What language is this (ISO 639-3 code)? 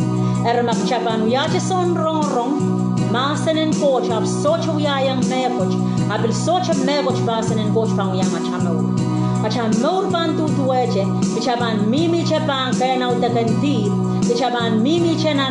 pon